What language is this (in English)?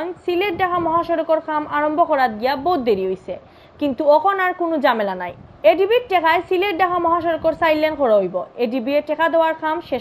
Sylheti